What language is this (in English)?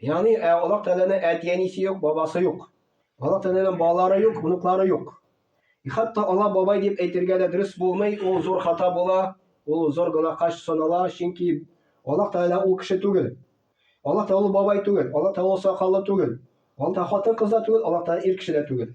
Tatar